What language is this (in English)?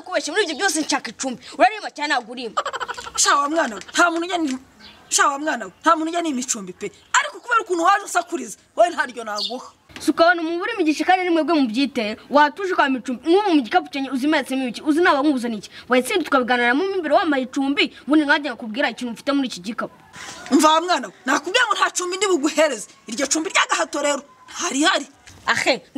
Kinyarwanda